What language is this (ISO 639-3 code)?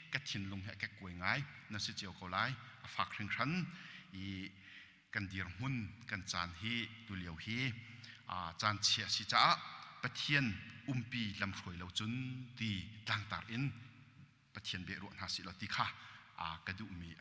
cnh